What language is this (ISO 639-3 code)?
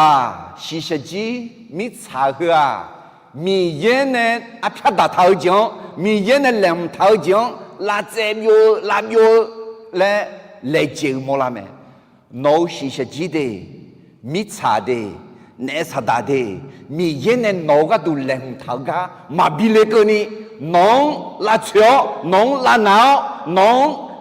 ahk